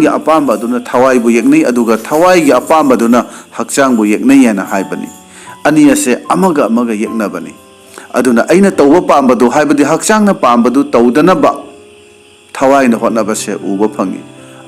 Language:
Manipuri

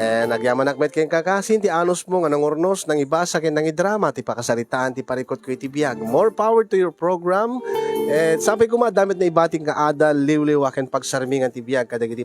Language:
Iloko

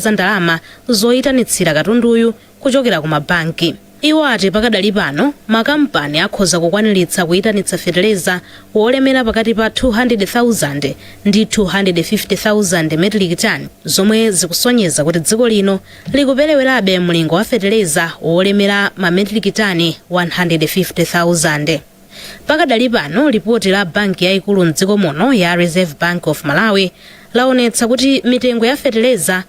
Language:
Nyanja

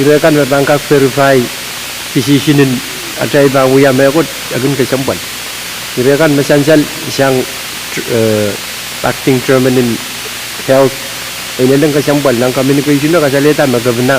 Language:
Pohnpeian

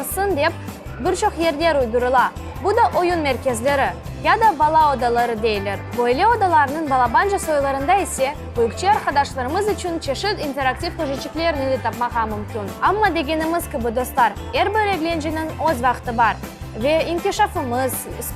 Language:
Crimean Tatar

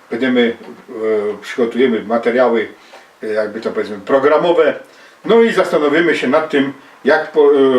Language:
Silesian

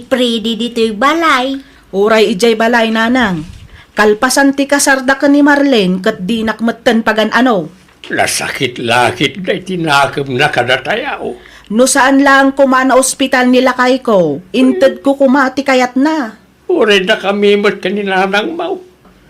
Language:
Iloko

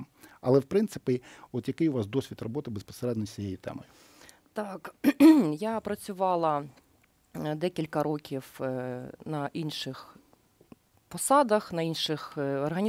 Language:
Ukrainian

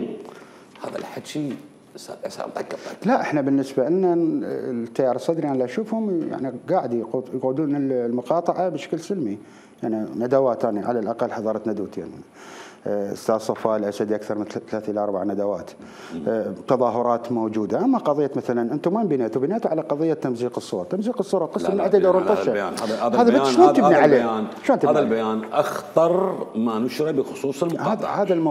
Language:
Mesopotamian Arabic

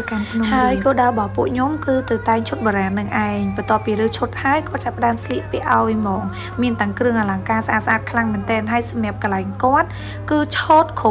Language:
Khmer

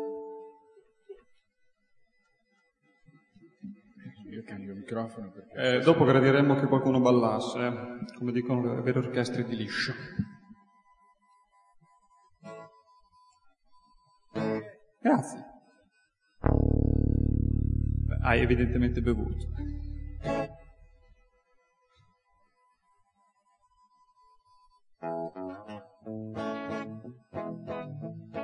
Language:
Italian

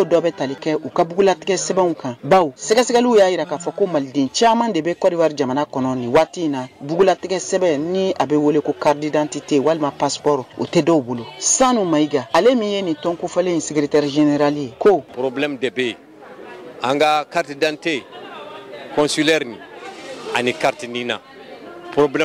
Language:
Bambara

